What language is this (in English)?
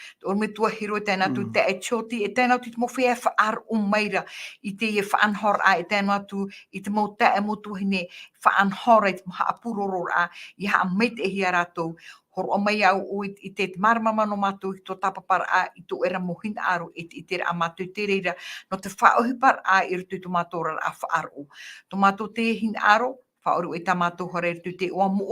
Tahitian